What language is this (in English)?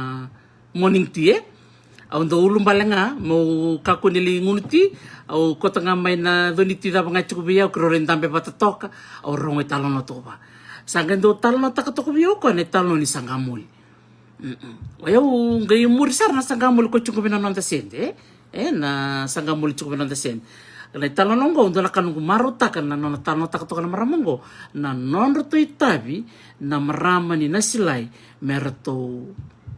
Fijian